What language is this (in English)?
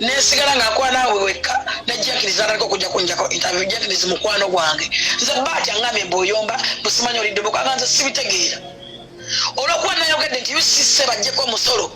Ganda